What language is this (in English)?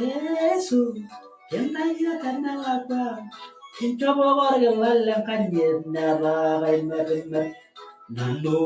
Masai